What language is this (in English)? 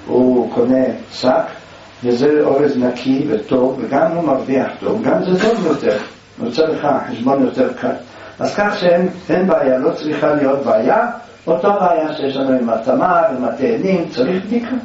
Hebrew